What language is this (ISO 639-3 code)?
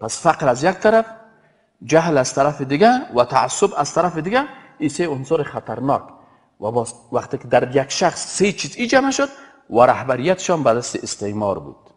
fas